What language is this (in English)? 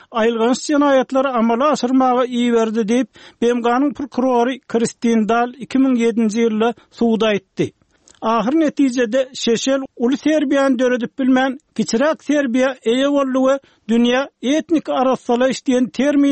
Turkmen